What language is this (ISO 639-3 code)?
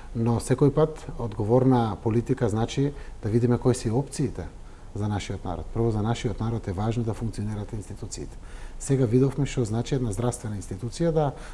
mkd